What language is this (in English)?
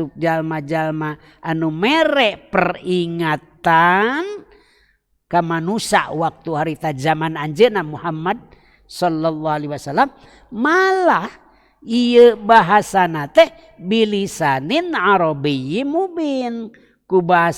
Sundanese